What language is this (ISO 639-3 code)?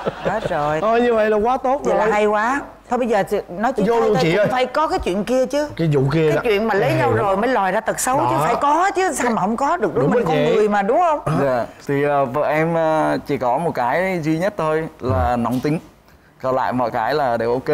vie